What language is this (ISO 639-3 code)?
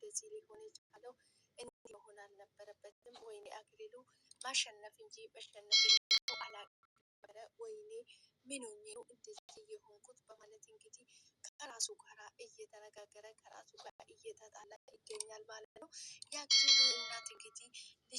amh